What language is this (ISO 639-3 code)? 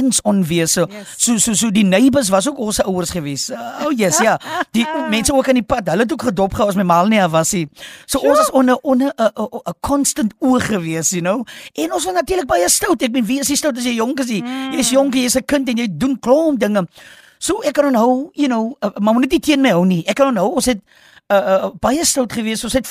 afr